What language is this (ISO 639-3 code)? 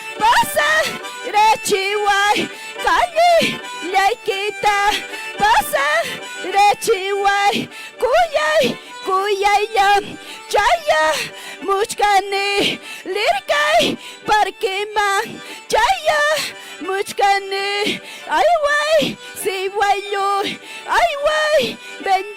quy